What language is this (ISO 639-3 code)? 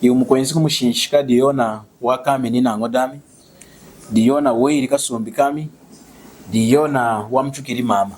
lun